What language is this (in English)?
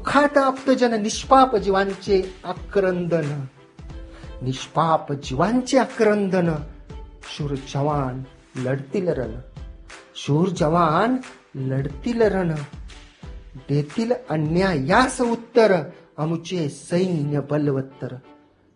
Marathi